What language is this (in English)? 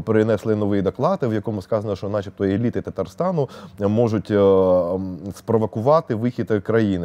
Ukrainian